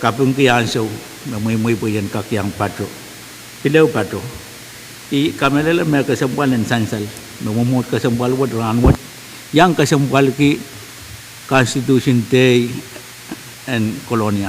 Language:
Pohnpeian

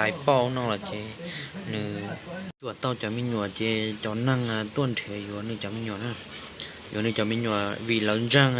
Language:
Hmong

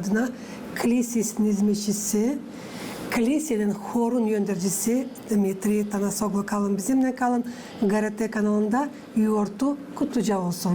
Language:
Gagauz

